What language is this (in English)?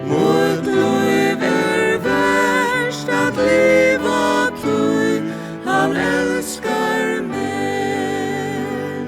Faroese